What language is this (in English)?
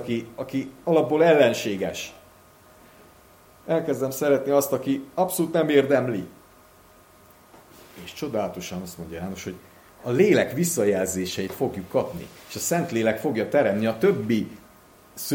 Hungarian